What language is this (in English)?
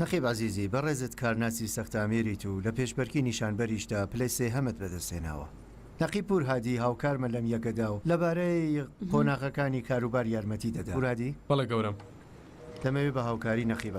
Central Kurdish